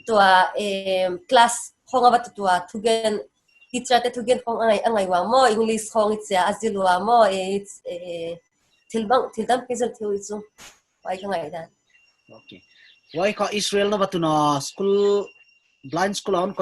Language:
Paite Chin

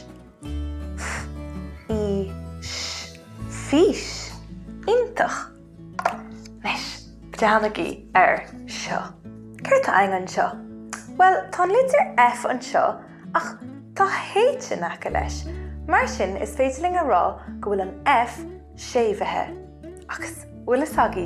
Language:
Irish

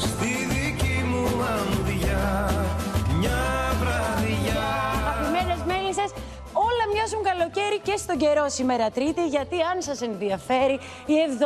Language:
Greek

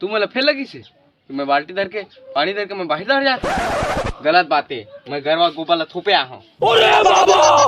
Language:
Chhattisgarhi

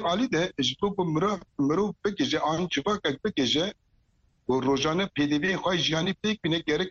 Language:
Kurdish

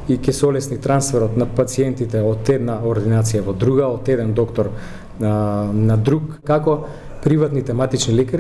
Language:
Macedonian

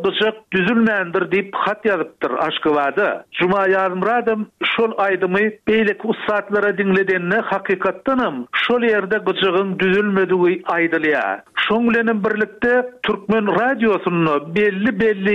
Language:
Turkmen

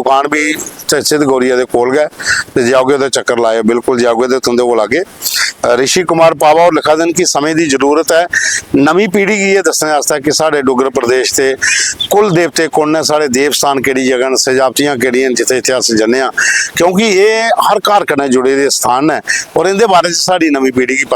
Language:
Dogri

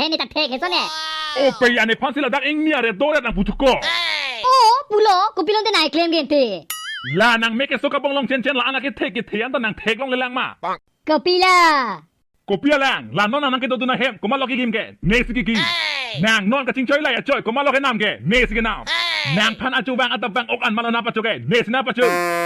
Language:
Karbi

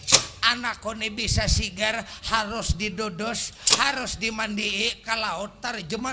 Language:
Banjar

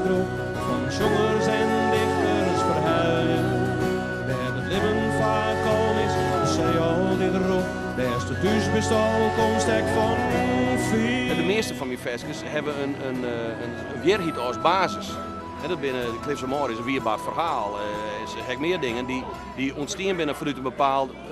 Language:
Western Frisian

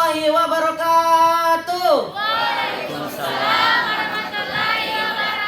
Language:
Makasar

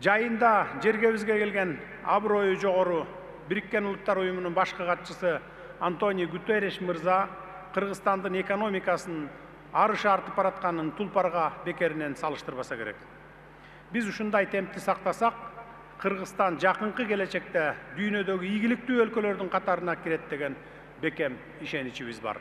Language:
Kyrgyz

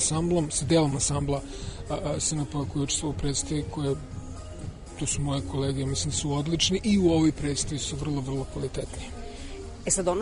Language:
Serbian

